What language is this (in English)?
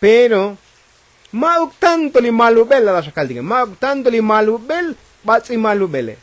Tzotzil